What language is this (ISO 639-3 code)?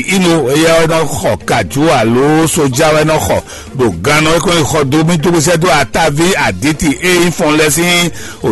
fon